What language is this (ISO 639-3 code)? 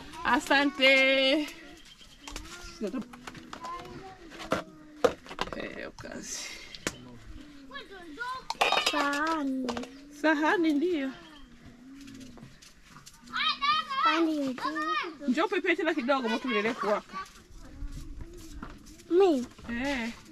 swa